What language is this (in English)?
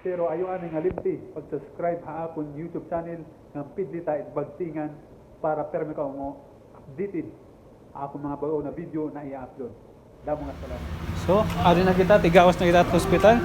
Waray